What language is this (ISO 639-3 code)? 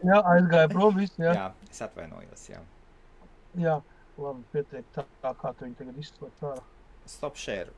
lav